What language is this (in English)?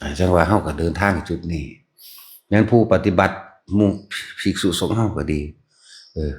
Northeastern Thai